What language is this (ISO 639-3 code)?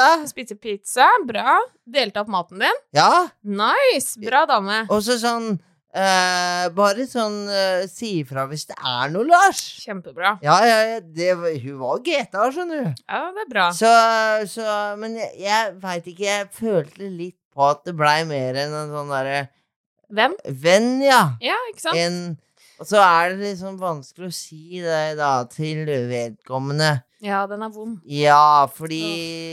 nor